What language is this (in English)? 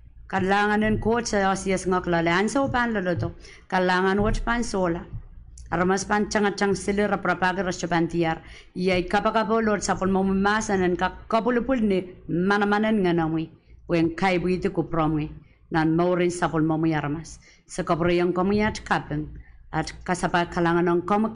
Pohnpeian